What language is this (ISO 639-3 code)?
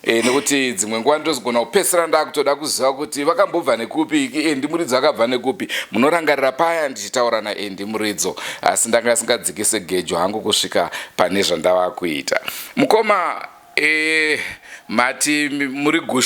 sna